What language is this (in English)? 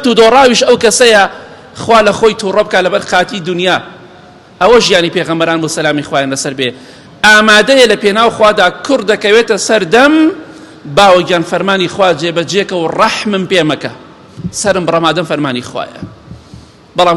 Central Kurdish